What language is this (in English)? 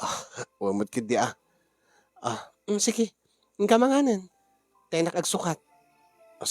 Iloko